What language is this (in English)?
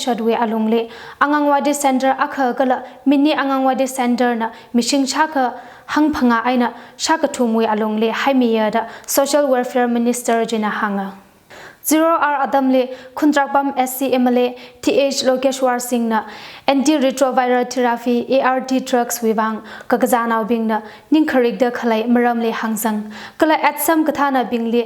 Tangkhul Naga (India)